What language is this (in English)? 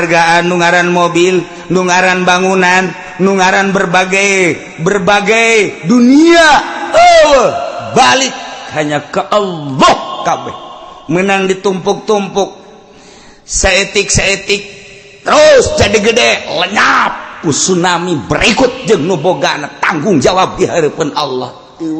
Sundanese